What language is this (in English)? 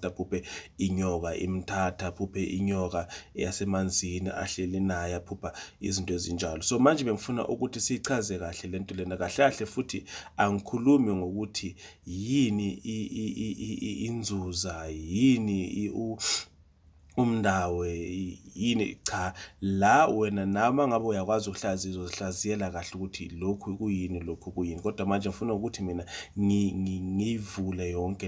Zulu